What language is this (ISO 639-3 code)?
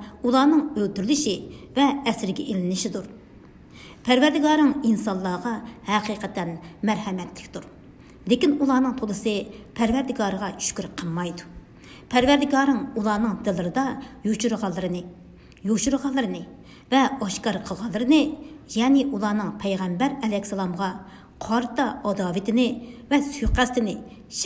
uig